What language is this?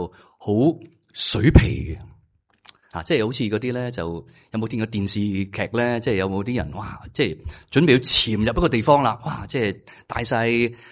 Cantonese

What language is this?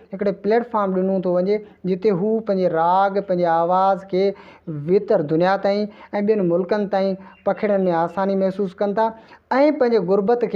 Sindhi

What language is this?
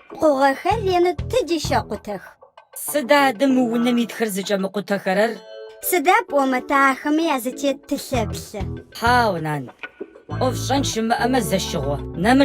Adyghe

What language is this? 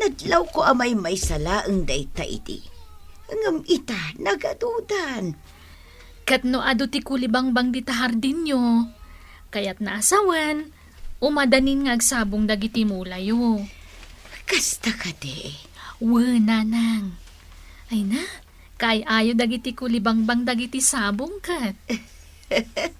Iloko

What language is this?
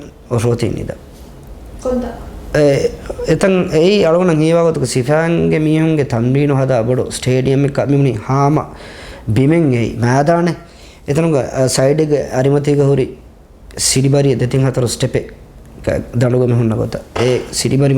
Divehi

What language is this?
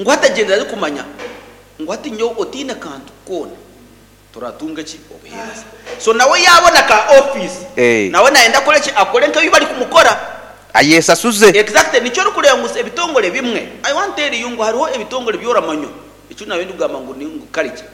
Nyankole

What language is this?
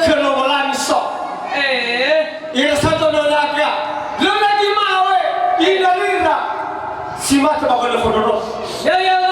Nias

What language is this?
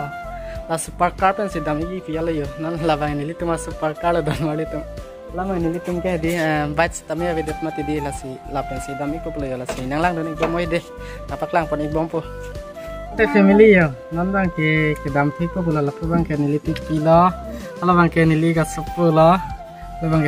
Karbi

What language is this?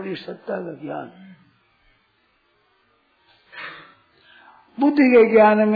Hindi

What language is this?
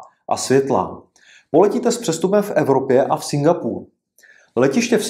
Czech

